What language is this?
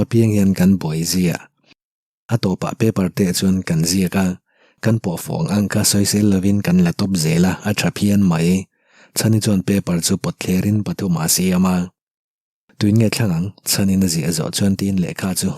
Mizo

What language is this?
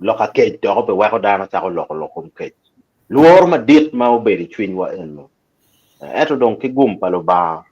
Acoli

